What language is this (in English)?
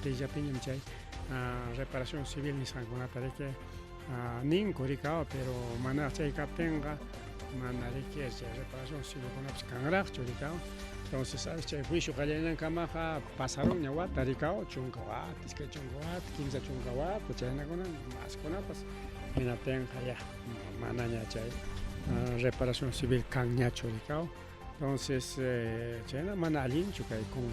Ayacucho Quechua